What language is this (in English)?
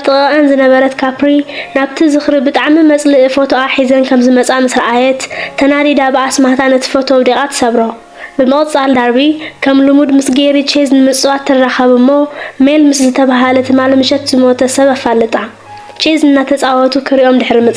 Tigrinya